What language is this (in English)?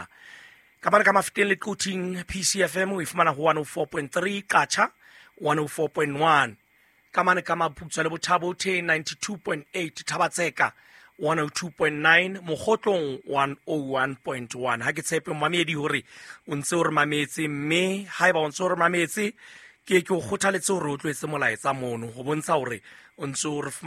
Southern Sotho